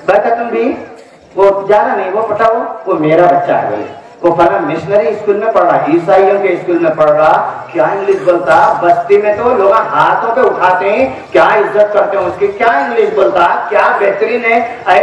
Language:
Urdu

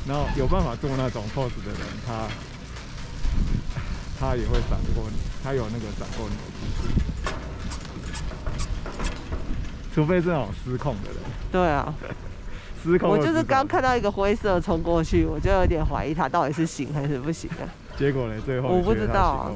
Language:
Chinese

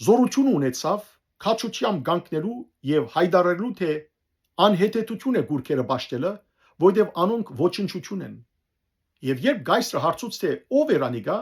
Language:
Western Armenian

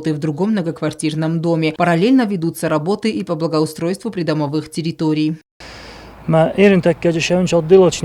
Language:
Ossetic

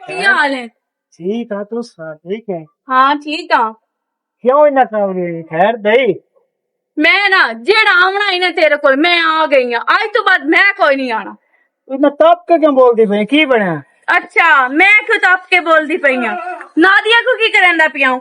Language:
Western Panjabi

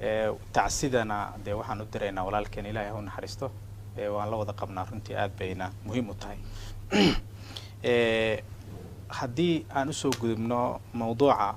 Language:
Somali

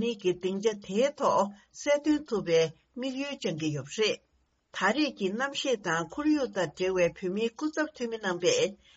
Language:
Tibetan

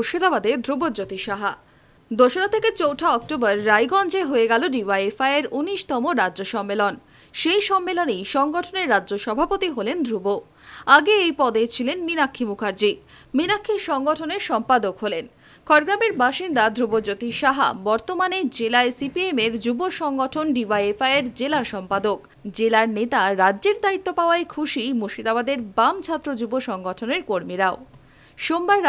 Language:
Bangla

